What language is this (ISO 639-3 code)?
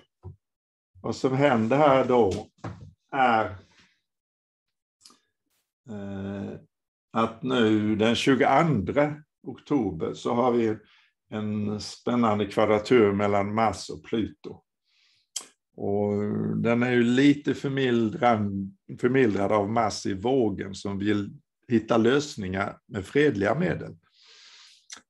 swe